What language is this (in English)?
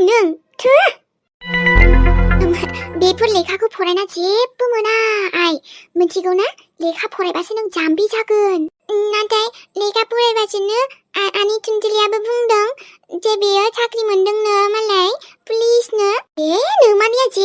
Bodo